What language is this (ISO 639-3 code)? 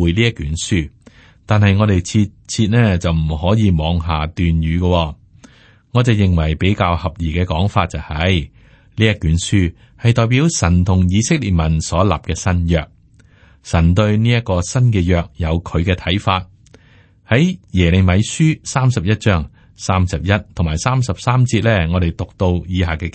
yue